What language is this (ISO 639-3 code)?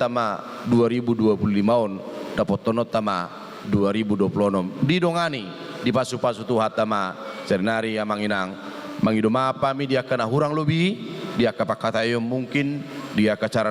bbc